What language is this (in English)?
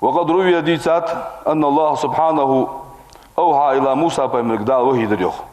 Ingush